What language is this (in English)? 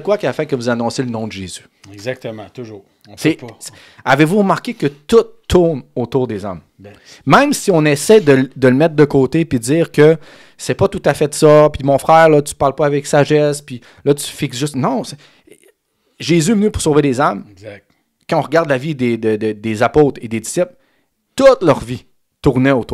French